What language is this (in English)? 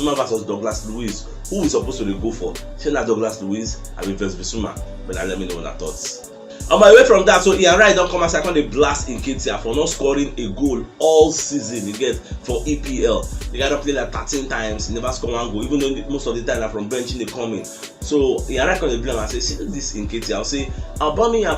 Nigerian Pidgin